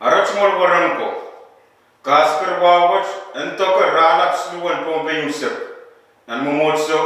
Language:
Pohnpeian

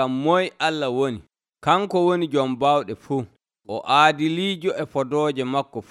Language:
Nigerian Fulfulde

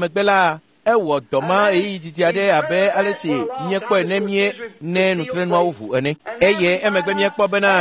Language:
Ewe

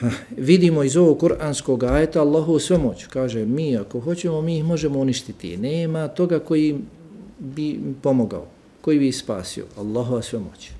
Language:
Bosnian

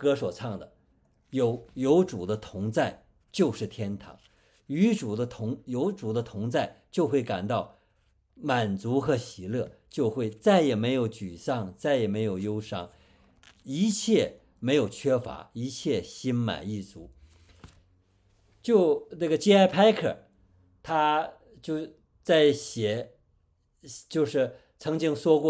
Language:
Chinese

